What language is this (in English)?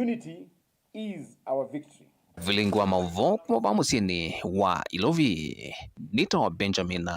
Kamba